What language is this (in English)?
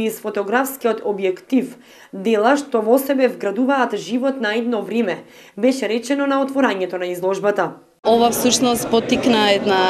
Macedonian